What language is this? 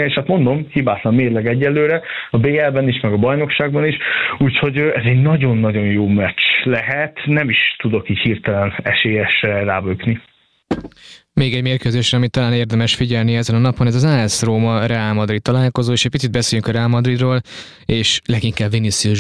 Hungarian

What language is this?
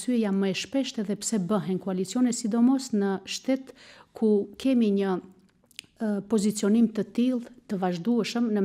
Albanian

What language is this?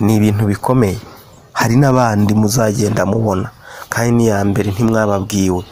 Kinyarwanda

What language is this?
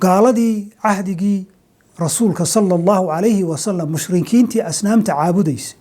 Somali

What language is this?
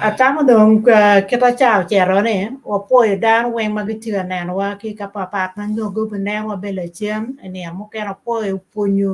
Acoli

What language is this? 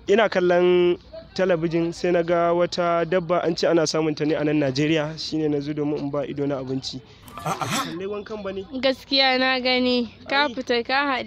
Hausa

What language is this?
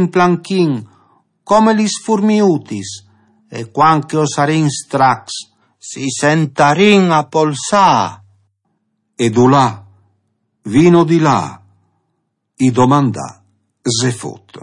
Friulian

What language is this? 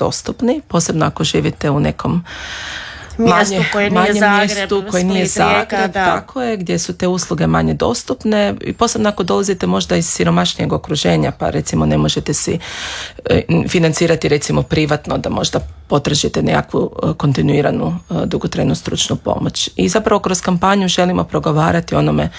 Croatian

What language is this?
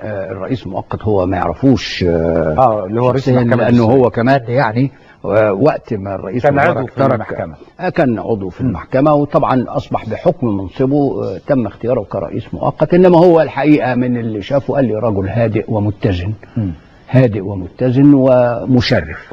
Egyptian Arabic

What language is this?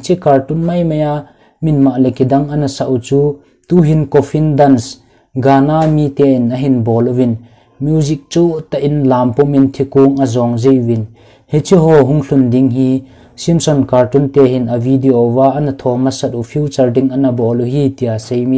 Thado Chin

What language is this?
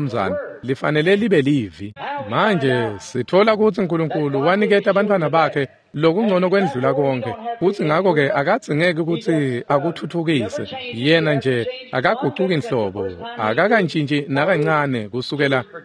Swati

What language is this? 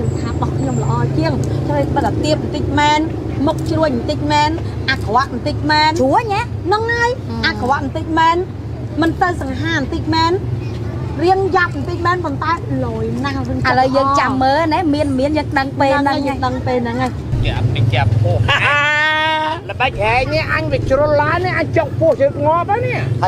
Khmer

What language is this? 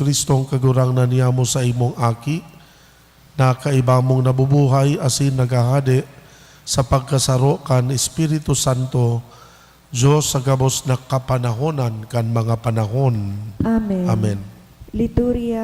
Bikol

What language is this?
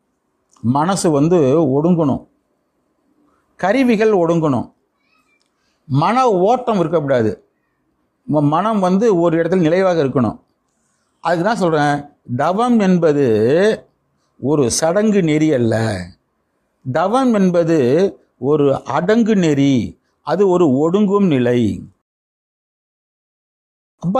Tamil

